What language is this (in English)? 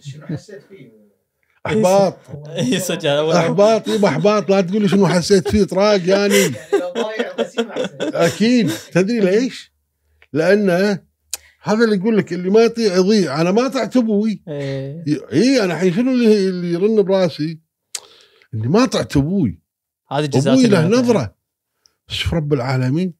Gulf Arabic